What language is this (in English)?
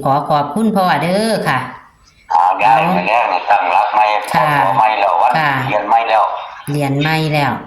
Northeastern Thai